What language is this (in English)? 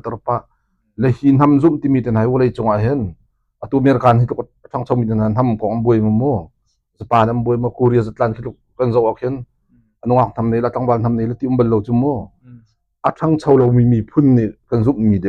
Hakha Chin